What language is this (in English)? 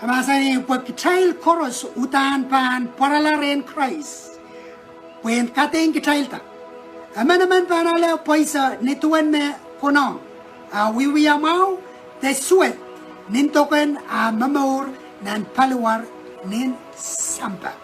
Pohnpeian